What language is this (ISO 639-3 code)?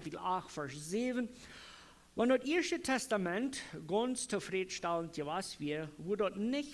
pdt